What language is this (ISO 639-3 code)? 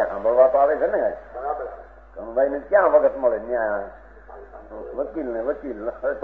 guj